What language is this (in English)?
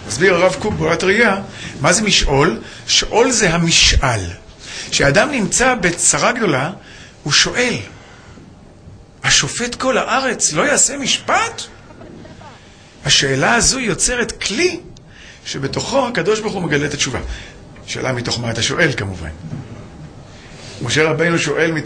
Hebrew